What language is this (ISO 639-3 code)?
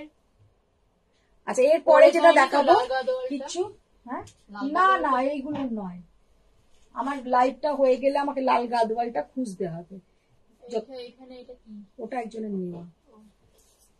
ben